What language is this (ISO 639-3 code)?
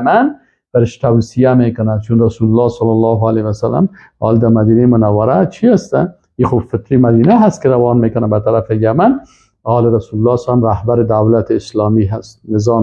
fas